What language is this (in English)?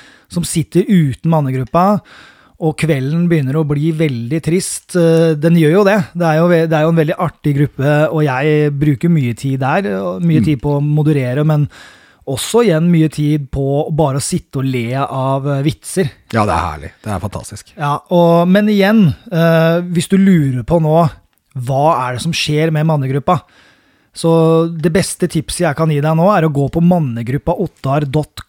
Norwegian